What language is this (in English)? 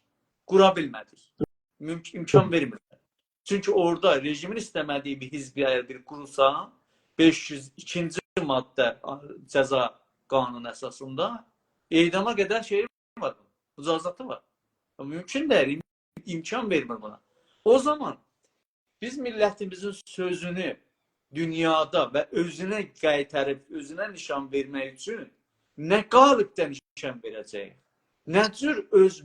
South Azerbaijani